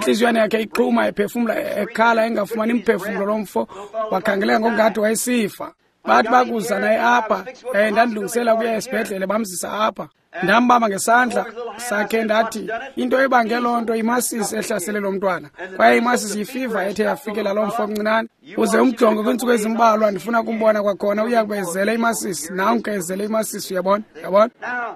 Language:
Xhosa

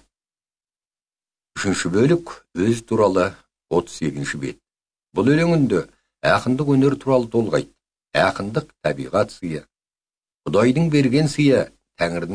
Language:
Kazakh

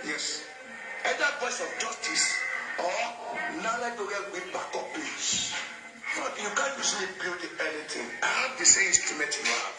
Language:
Nigerian Pidgin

